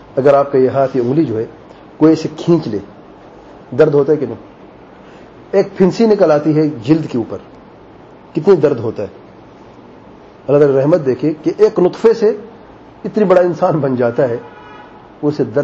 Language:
Urdu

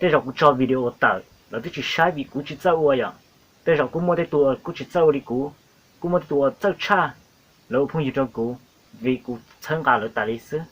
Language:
Hmong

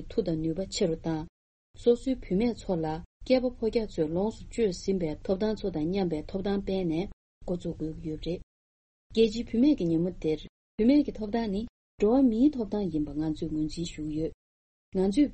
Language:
Tibetan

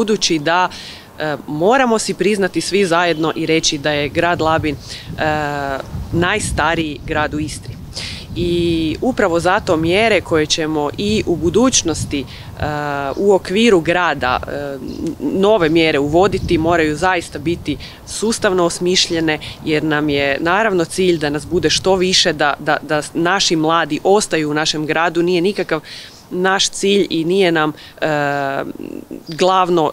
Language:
Croatian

